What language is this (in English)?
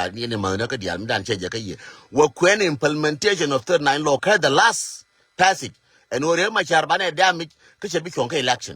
Nuer